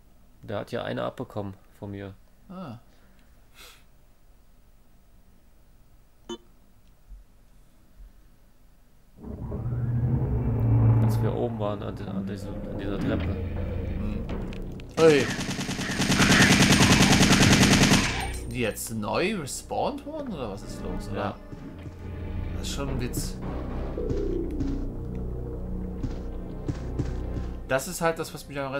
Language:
German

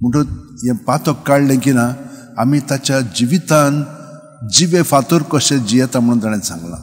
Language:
Konkani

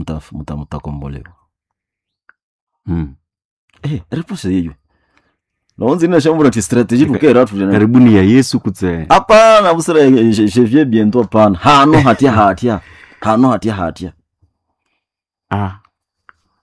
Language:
Swahili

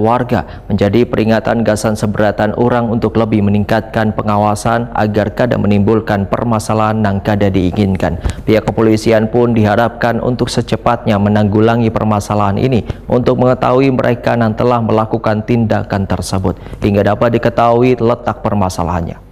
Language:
Banjar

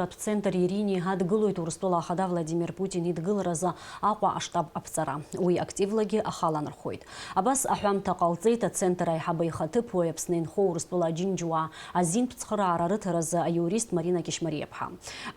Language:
Abkhazian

